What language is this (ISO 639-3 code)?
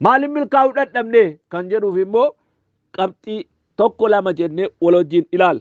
orm